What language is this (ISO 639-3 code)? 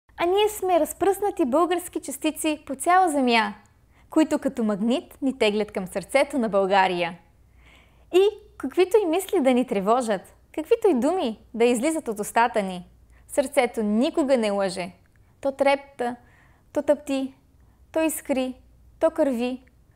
bul